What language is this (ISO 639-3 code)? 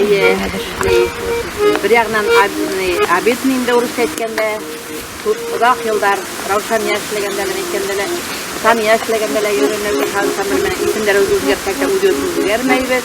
bak